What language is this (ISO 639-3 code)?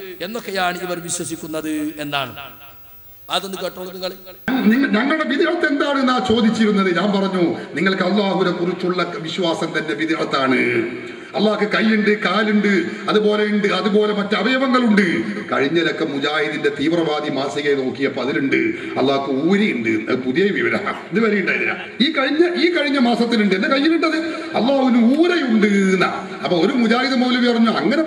mal